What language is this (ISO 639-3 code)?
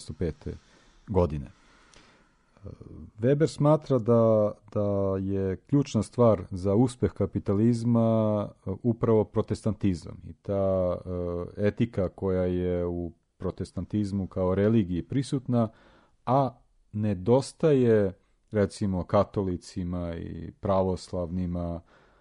srp